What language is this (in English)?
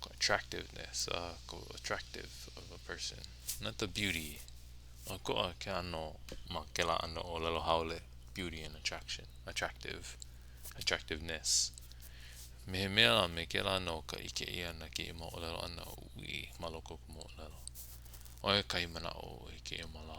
Hawaiian